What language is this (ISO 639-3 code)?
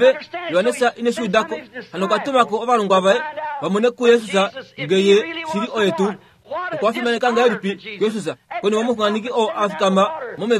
kua